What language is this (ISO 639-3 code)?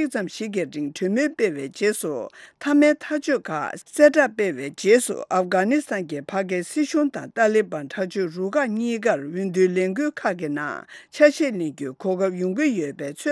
bod